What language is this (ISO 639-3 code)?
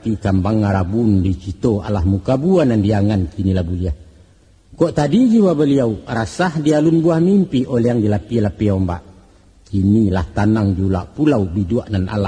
min